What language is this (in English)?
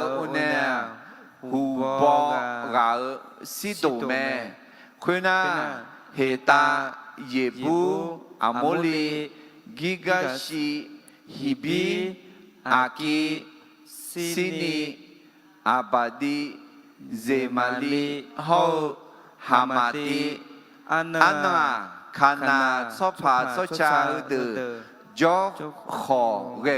Akha